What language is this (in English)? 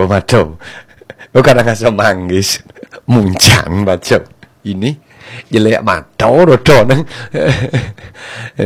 Balinese